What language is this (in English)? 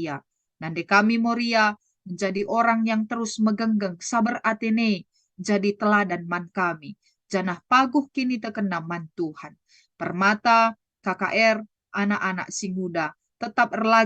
Batak Karo